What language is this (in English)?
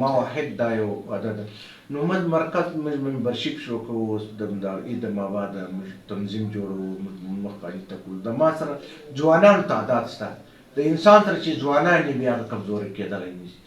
Pashto